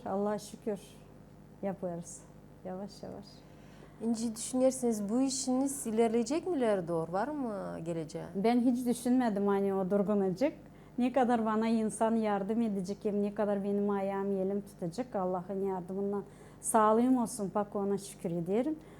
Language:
Gagauz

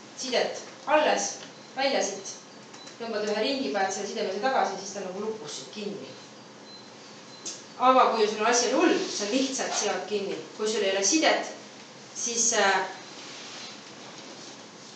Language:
Estonian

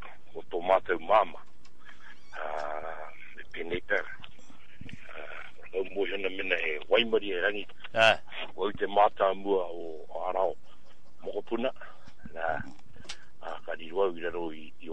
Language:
Māori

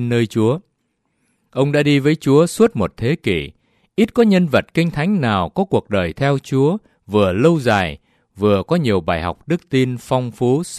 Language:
Vietnamese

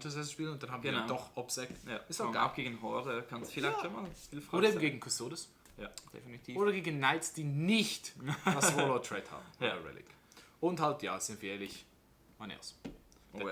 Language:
Swiss German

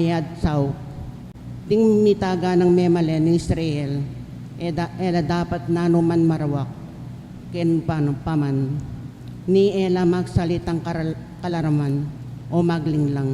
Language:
Pampanga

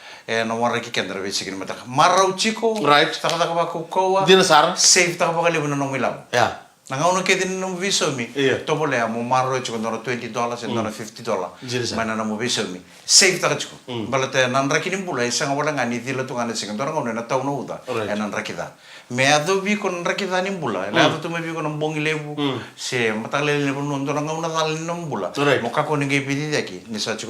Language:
Fijian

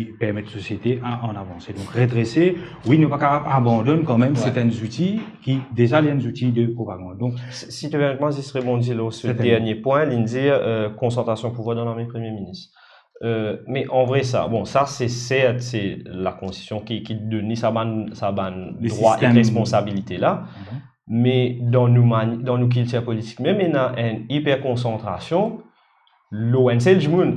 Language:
Morisyen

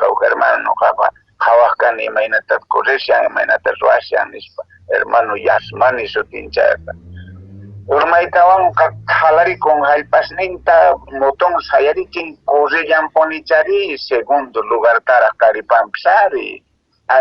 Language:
Quechua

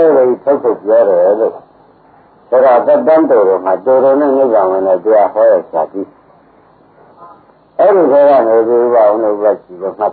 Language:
Burmese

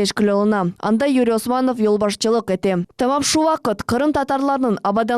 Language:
Crimean Tatar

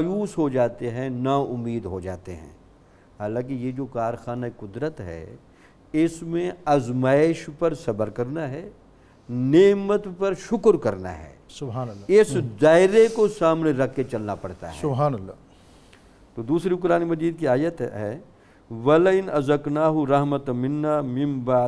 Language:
Urdu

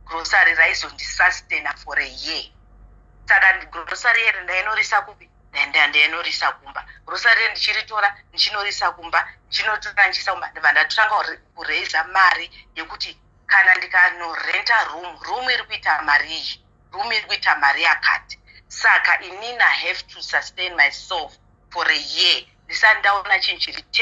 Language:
Shona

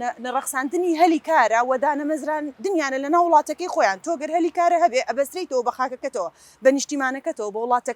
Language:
Central Kurdish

